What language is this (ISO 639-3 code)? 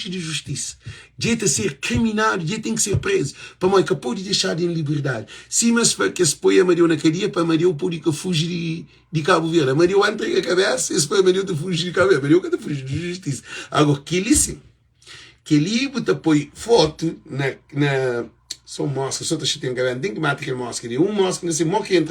kea